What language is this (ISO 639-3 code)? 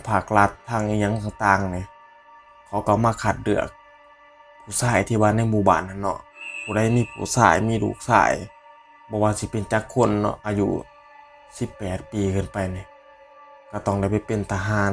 tts